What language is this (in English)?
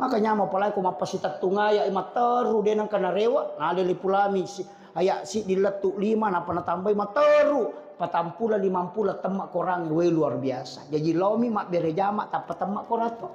Buginese